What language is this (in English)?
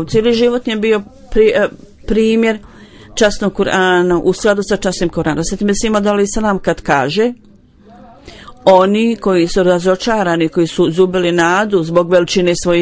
Bosnian